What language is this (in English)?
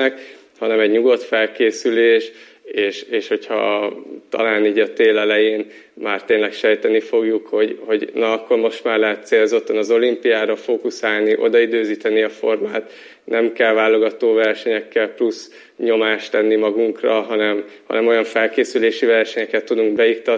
Hungarian